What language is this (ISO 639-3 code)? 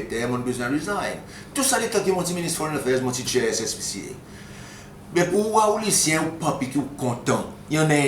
crs